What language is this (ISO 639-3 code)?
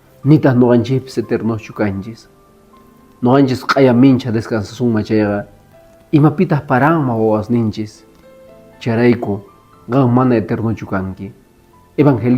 que